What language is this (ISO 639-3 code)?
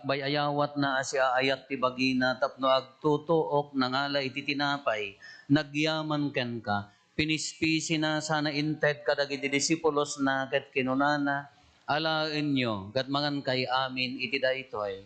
ilo